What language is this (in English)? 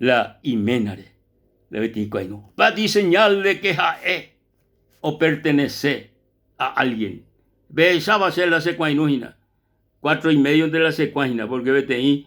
Guarani